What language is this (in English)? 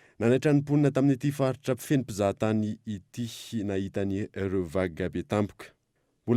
Malagasy